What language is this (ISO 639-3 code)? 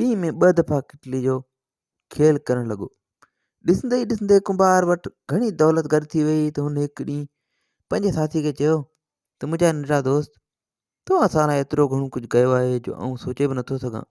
snd